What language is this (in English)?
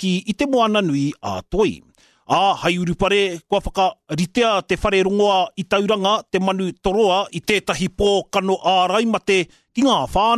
Māori